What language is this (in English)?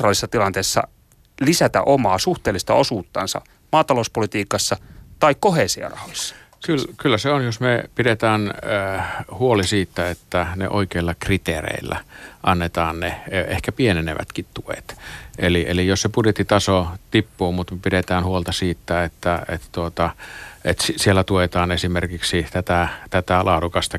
Finnish